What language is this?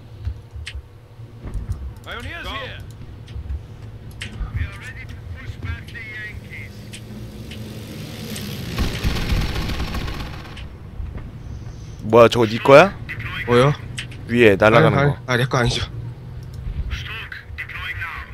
Korean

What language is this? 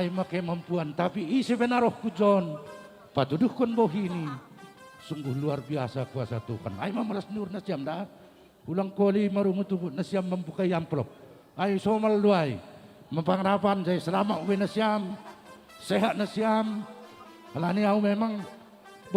Batak Simalungun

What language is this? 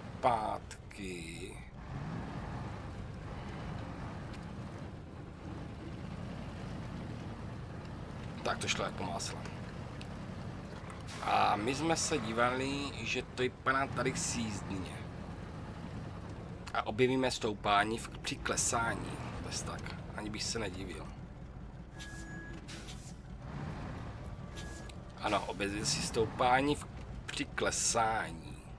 Czech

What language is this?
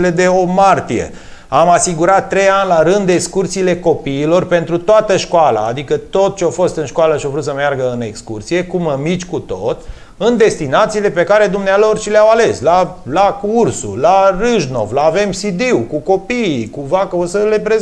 Romanian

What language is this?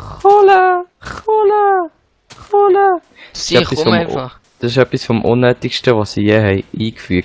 Swiss German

